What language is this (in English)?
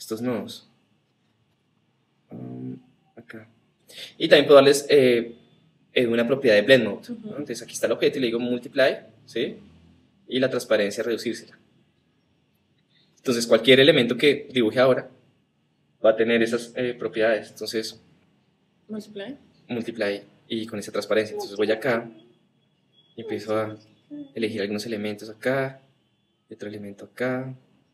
Spanish